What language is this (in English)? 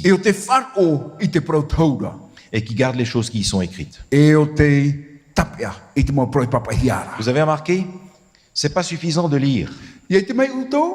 Tahitian